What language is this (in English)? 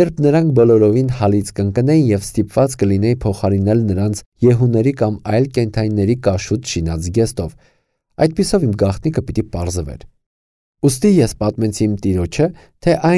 Armenian